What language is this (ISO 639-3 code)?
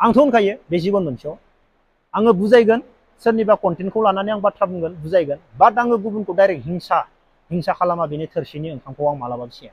brx